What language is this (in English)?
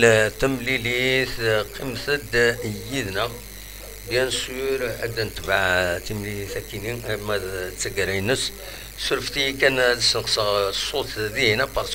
Kabyle